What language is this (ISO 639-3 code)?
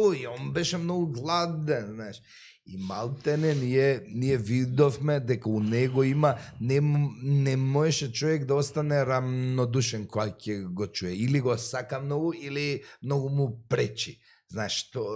mkd